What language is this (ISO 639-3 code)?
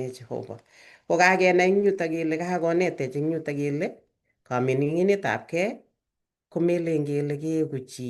kln